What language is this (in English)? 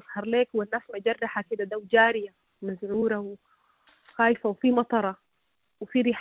Sudanese Arabic